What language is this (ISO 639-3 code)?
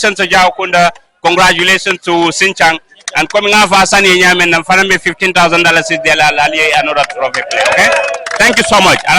ful